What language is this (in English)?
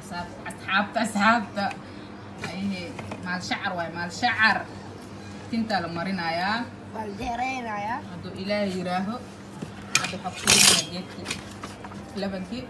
Somali